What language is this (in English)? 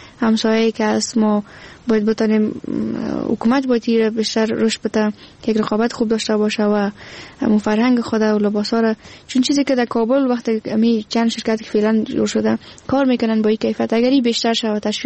Persian